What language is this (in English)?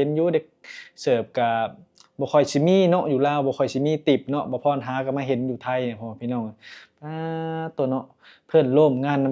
Lao